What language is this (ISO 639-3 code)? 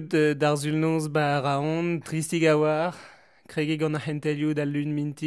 bre